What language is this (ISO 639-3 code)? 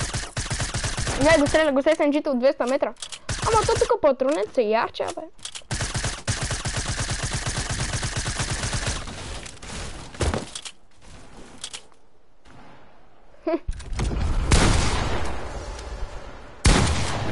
bul